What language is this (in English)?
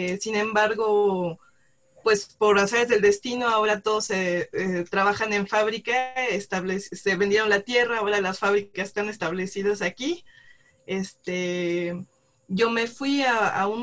Spanish